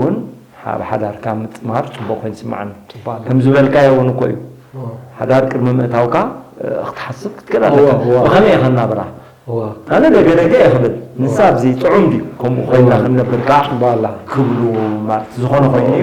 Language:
Tigrinya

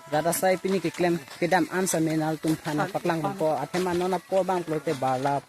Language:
Karbi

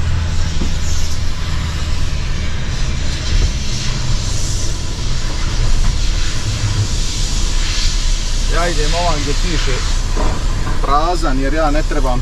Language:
Croatian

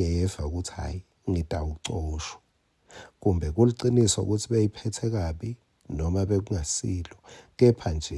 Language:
Swati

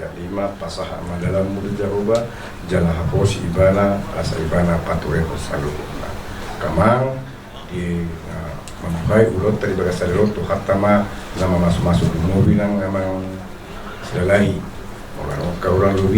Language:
Batak Toba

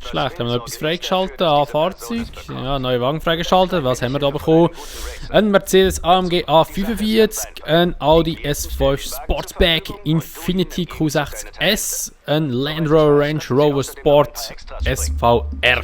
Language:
Swiss German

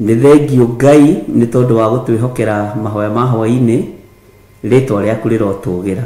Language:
Kikuyu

